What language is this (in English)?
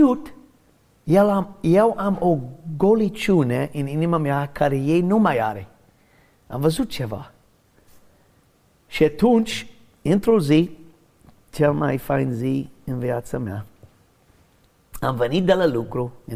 Romanian